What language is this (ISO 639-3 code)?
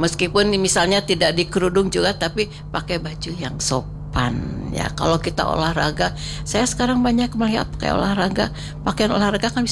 ind